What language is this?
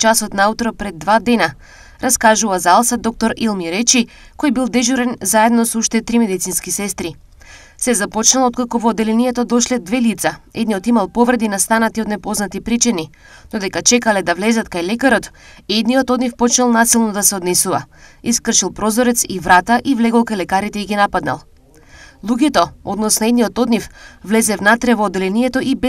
Macedonian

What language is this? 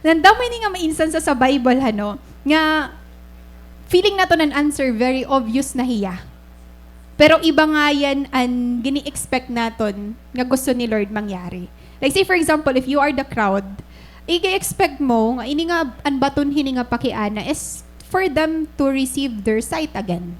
Waray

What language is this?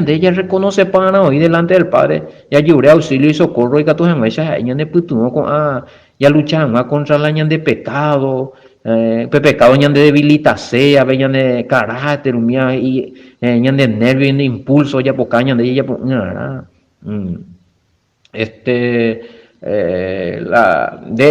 Guarani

